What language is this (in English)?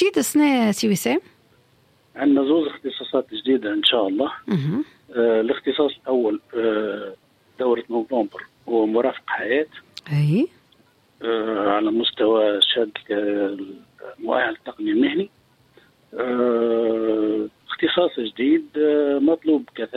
Tunisian Arabic